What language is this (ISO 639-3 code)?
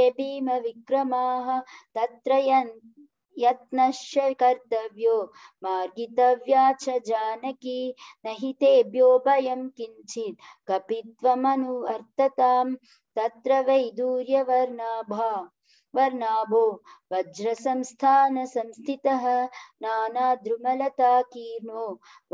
san